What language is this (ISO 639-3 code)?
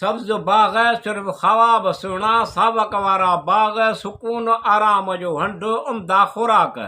snd